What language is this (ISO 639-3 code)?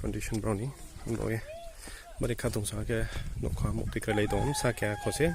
ria